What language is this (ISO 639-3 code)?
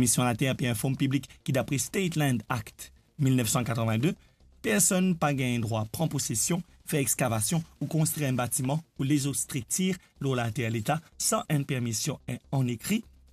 mfe